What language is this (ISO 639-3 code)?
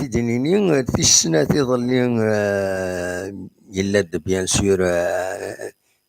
kab